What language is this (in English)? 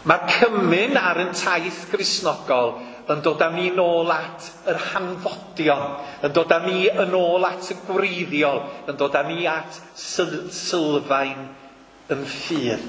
Welsh